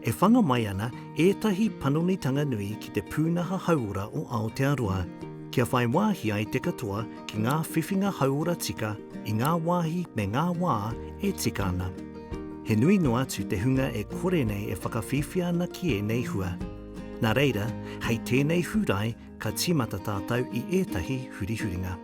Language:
Māori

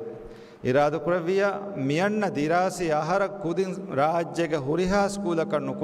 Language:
Divehi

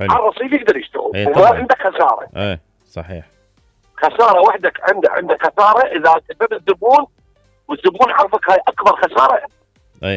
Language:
Mesopotamian Arabic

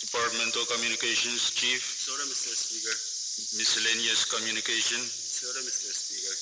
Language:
Pohnpeian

